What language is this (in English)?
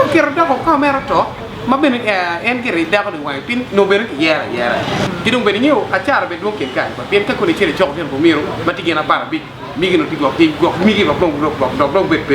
Acoli